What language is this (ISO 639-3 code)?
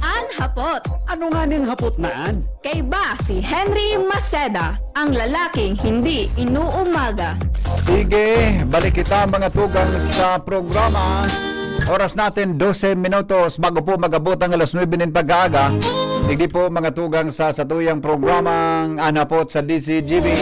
bik